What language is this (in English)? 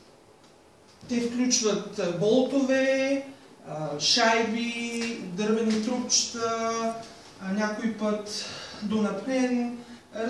Bulgarian